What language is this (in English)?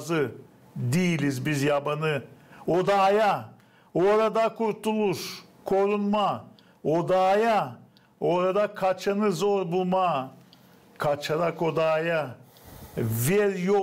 Gagauz